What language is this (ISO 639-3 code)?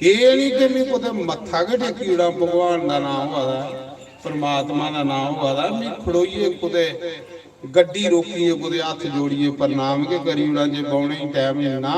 doi